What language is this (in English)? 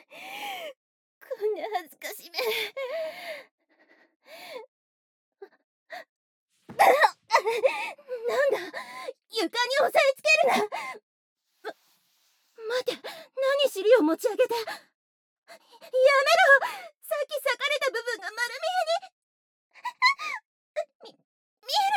Japanese